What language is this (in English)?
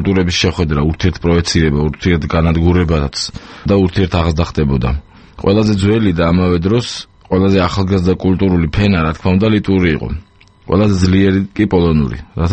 Georgian